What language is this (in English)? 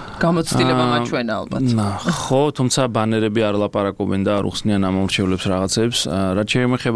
Georgian